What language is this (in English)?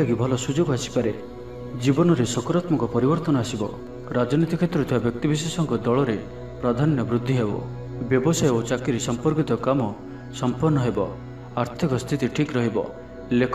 Odia